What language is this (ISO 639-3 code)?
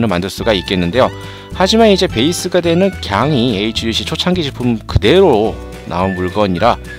kor